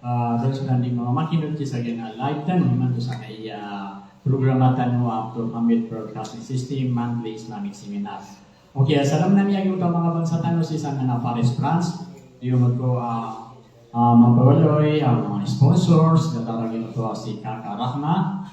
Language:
Maranao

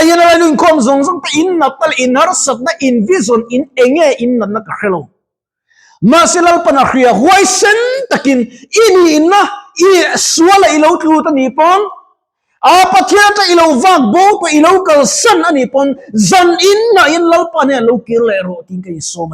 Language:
Mizo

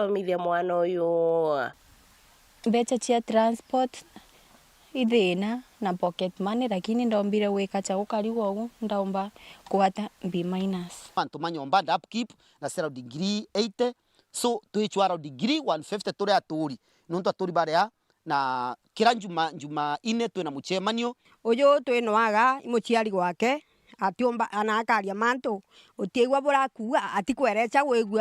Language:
Meru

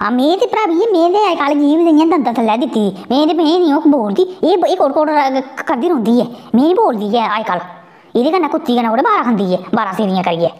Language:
Dogri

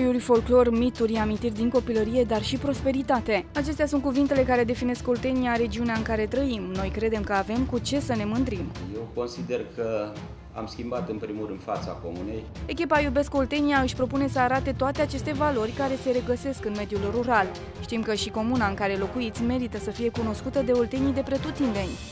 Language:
Romanian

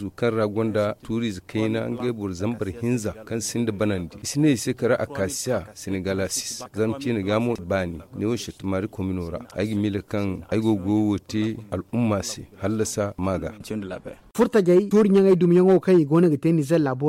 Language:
Zarma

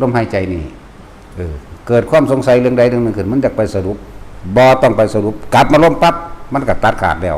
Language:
Northeastern Thai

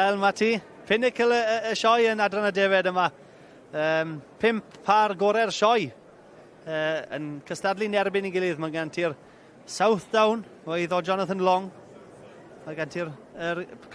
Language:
Welsh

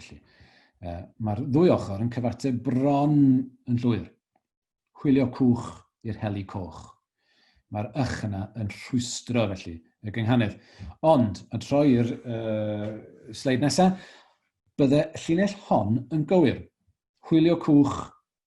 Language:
Welsh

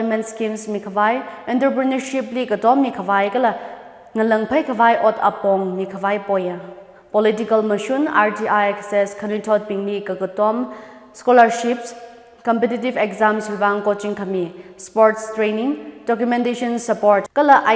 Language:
Tangkhul Naga (India)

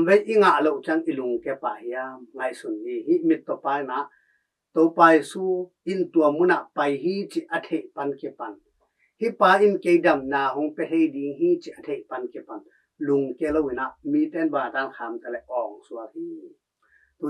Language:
Tedim Chin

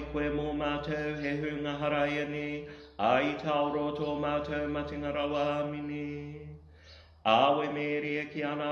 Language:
Māori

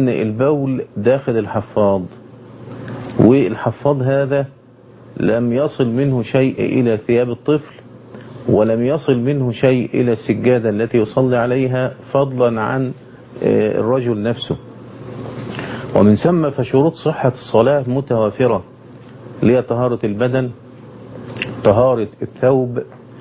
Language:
Arabic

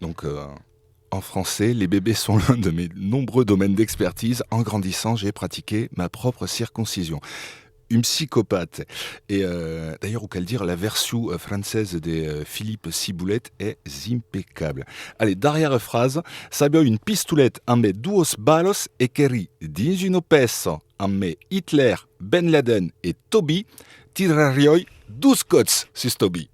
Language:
Occitan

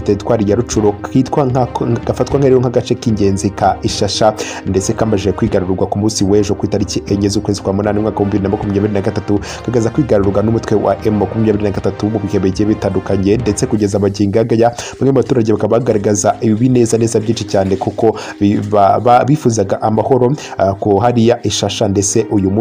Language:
Kinyarwanda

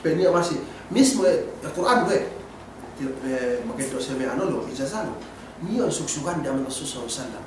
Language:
Yakan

